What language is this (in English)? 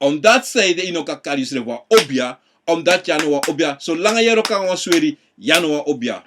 Sranan Tongo